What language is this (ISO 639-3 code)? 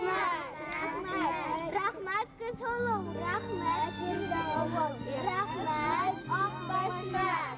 bak